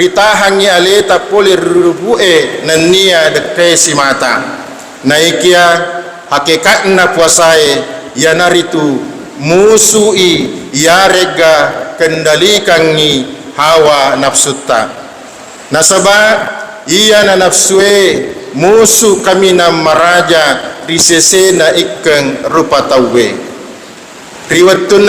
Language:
Buginese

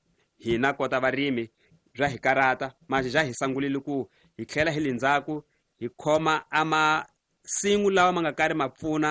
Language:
Tsonga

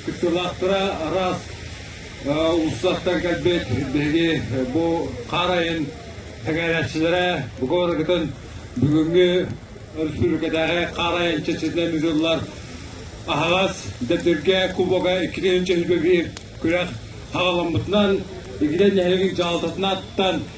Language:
Yakut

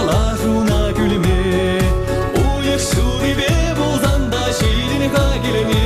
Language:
Chuvash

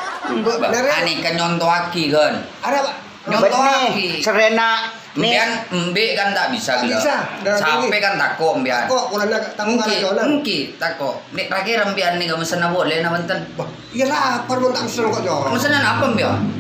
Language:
Madurese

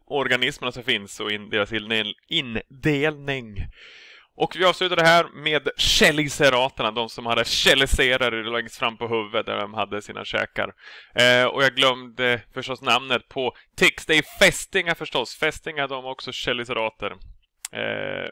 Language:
Swedish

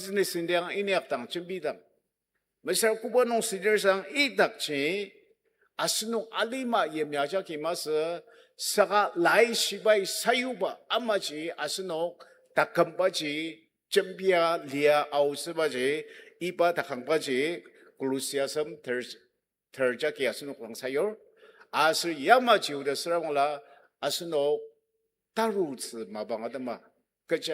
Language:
Ao Naga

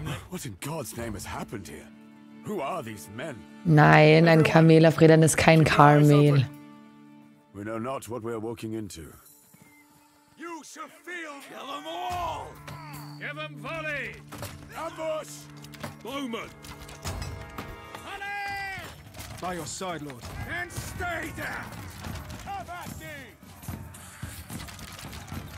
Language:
German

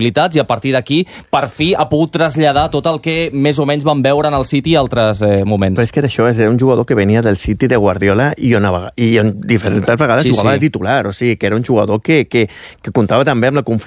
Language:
Catalan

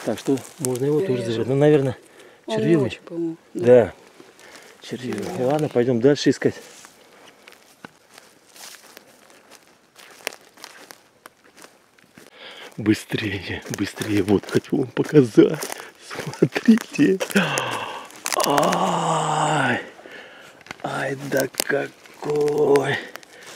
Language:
Russian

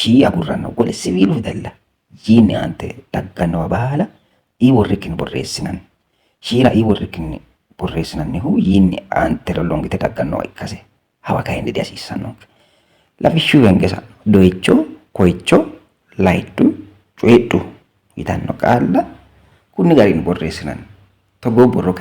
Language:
Sidamo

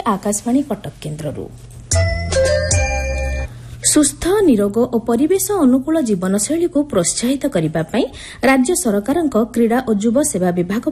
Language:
Odia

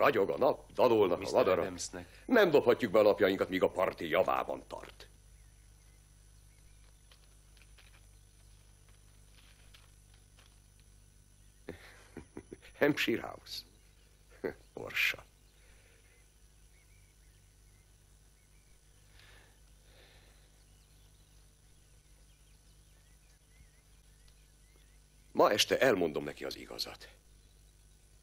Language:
Hungarian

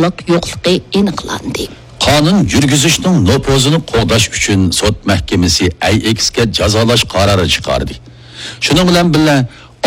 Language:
Uyghur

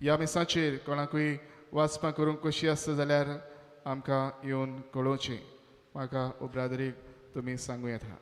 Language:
Konkani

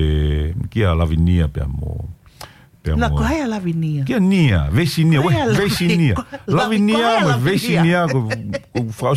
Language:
Tongan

